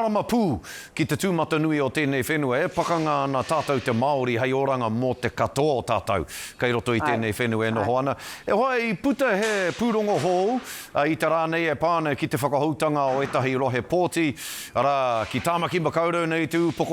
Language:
Māori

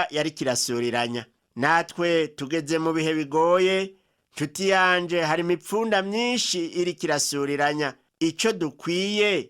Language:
Rundi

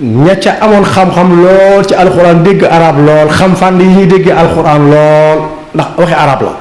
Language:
Wolof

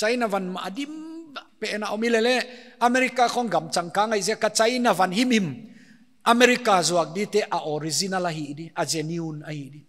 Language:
Paite Chin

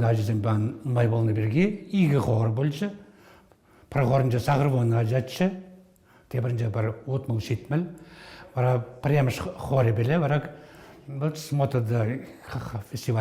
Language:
Chuvash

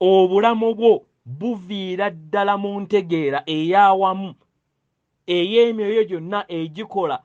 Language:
Ganda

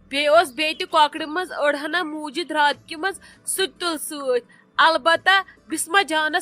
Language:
Kashmiri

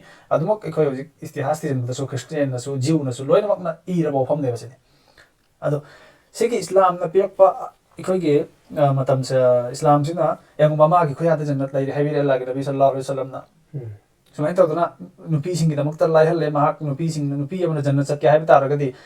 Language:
Manipuri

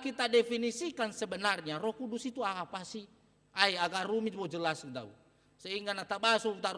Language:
Nias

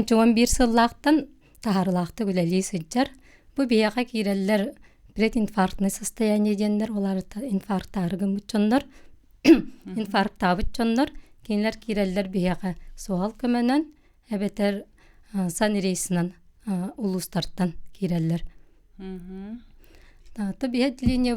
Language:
Yakut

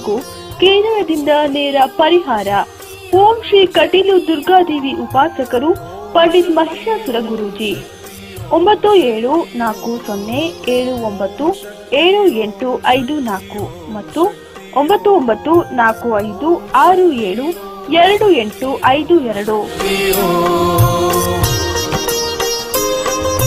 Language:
Kannada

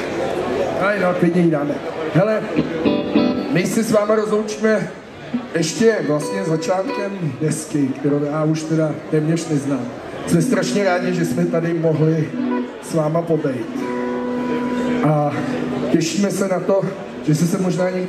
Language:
Czech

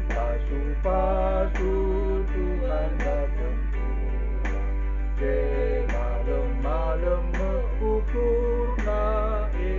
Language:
Batak Karo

